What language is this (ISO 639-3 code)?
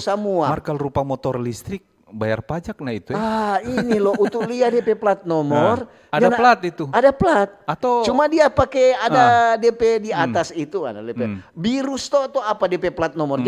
xmm